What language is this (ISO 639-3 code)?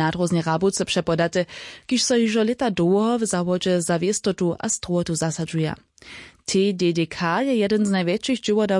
hsb